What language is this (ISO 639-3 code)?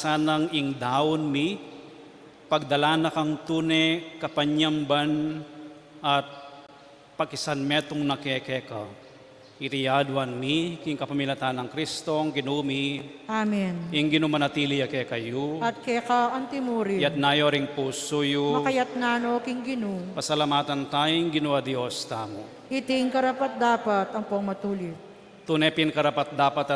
pam